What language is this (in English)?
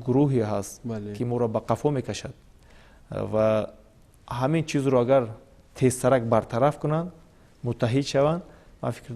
Tajik